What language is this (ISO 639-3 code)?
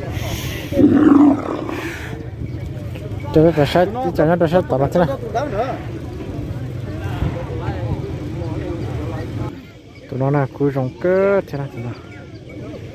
vie